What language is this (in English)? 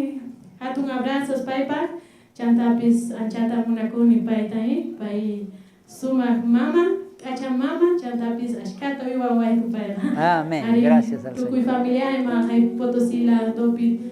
South Bolivian Quechua